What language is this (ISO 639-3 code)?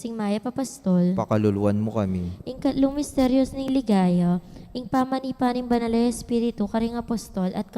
pam